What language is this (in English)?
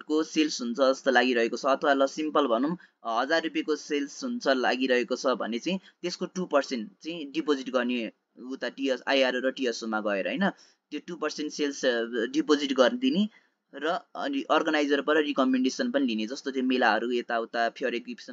Nepali